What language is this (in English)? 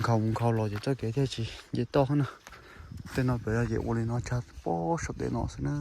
Hmong